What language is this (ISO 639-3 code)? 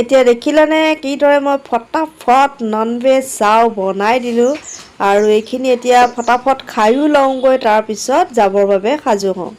asm